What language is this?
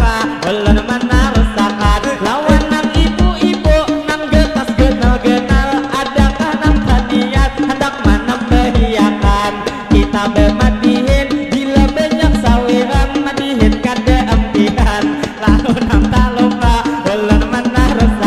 Banjar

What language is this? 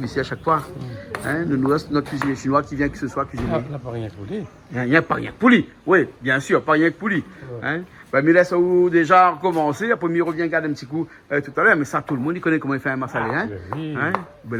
Réunion Creole French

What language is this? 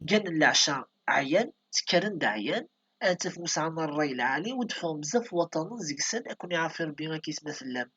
Kabyle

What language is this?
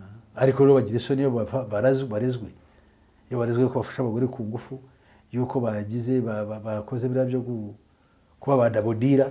Kinyarwanda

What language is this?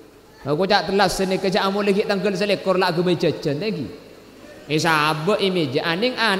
Madurese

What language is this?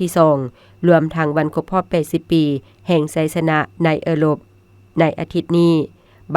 Lao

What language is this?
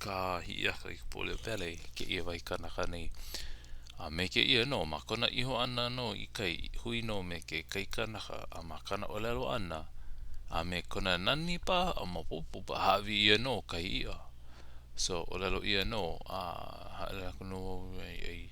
Hawaiian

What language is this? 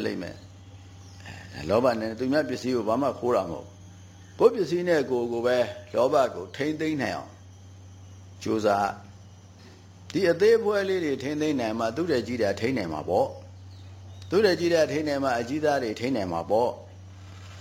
Burmese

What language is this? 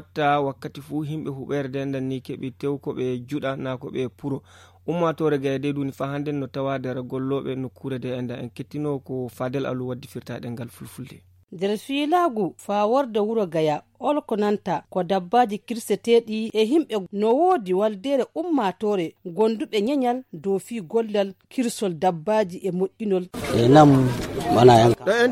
Fula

